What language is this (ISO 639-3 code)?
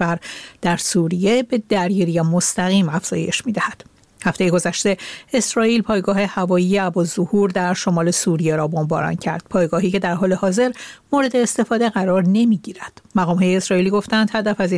fas